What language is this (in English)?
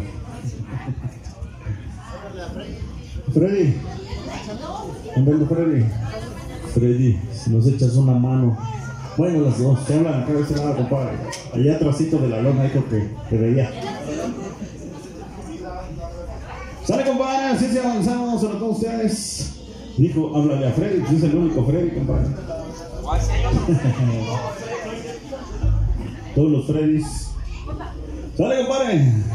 Spanish